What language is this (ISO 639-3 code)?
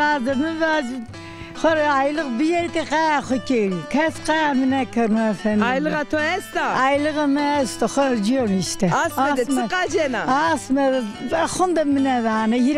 zza